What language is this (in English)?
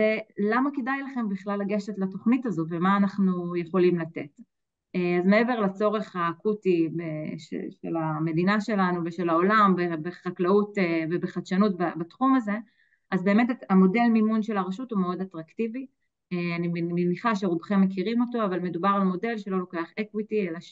Hebrew